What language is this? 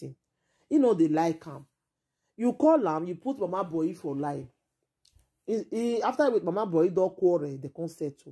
Nigerian Pidgin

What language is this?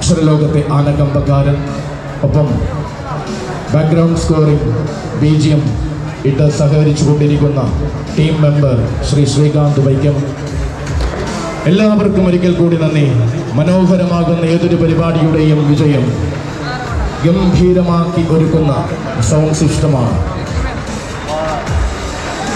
Malayalam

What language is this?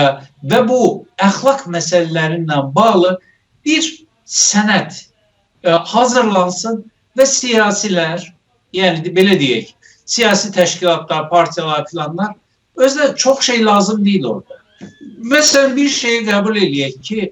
South Azerbaijani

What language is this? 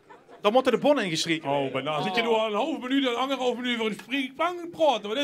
Limburgish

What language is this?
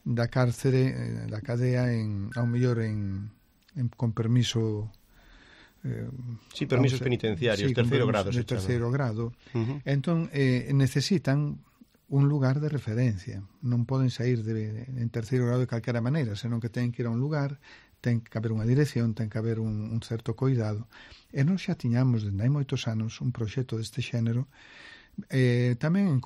Galician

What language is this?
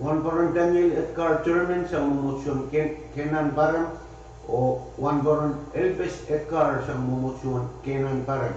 Pohnpeian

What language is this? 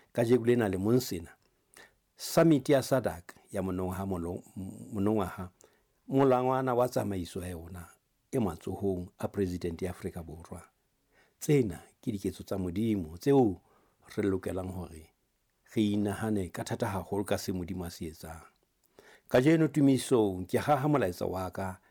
Southern Sotho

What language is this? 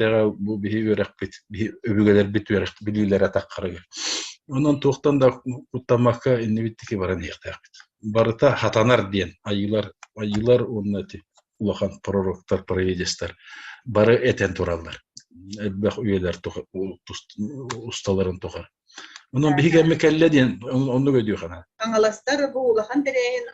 Yakut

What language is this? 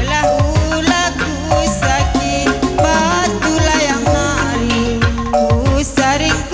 Batak Karo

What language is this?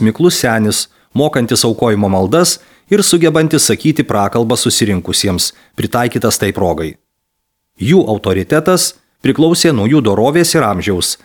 Lithuanian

